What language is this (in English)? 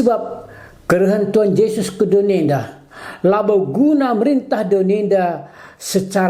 Batak Karo